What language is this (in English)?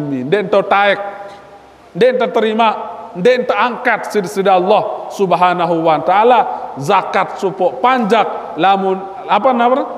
Sasak